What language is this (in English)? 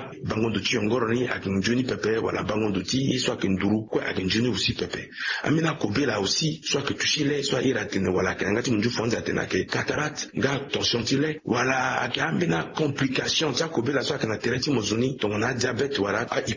Sango